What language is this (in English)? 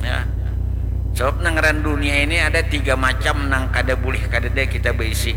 Banjar